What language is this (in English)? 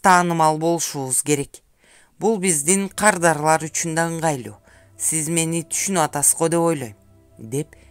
Kyrgyz